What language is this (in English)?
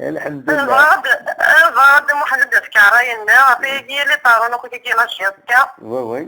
Kabyle